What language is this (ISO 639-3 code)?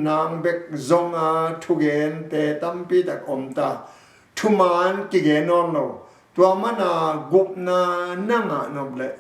ctd